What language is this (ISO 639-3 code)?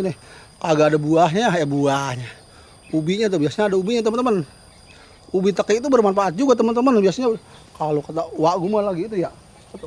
bew